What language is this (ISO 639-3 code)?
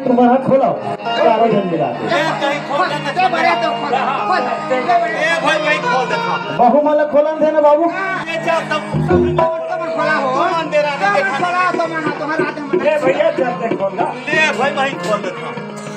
hne